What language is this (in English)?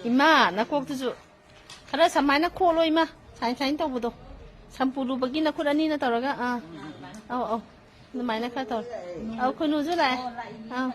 Manipuri